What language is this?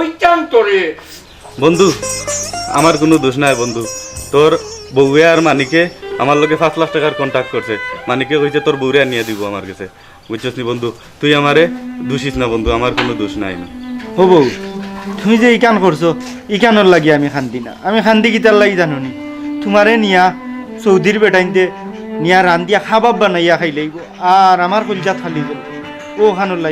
Sylheti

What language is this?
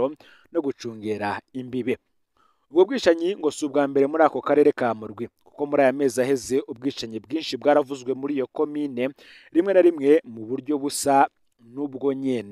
Rundi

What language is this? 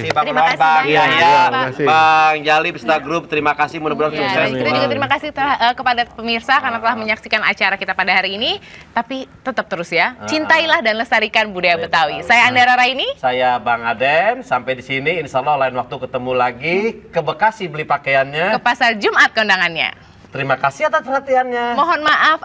Betawi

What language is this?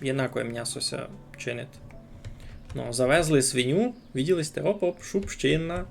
Rusyn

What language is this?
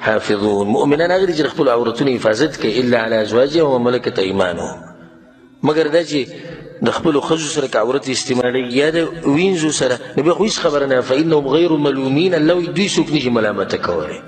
Pashto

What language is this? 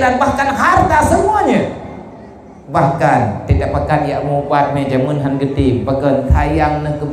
Achinese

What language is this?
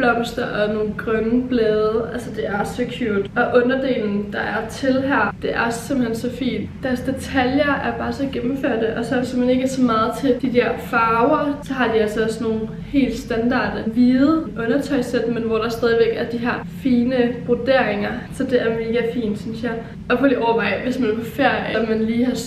Danish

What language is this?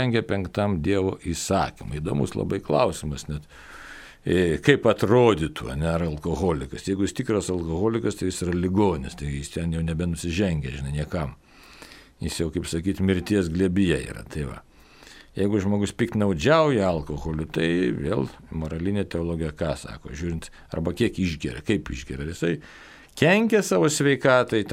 Lithuanian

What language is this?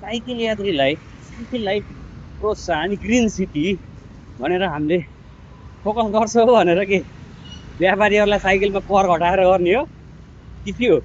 Nepali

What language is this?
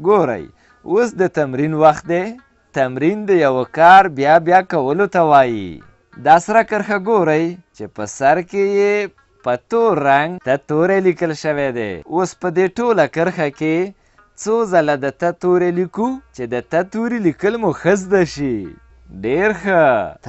Pashto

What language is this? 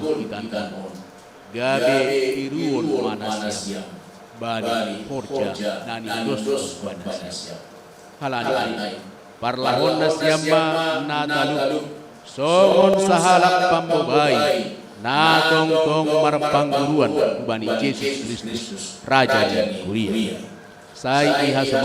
Batak Simalungun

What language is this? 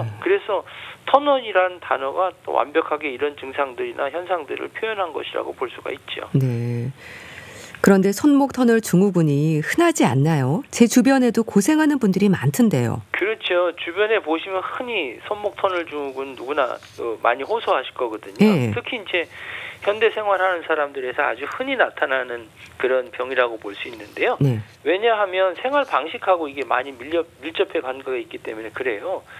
Korean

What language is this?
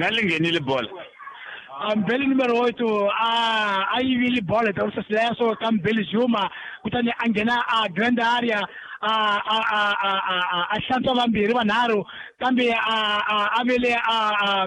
Tsonga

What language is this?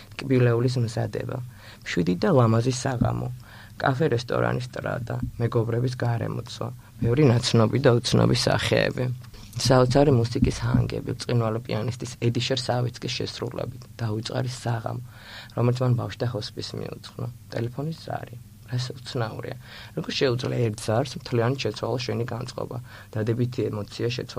Georgian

